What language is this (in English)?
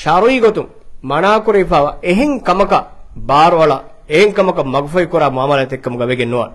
Divehi